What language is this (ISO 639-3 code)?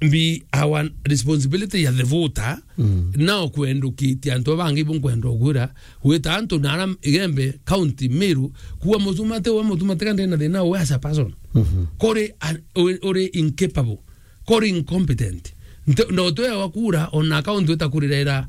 mer